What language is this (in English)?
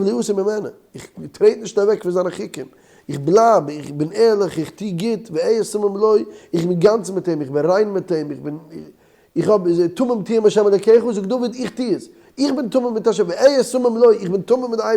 Yiddish